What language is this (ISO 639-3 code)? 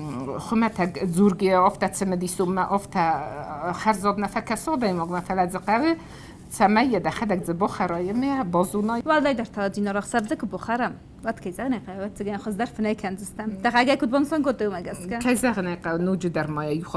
oss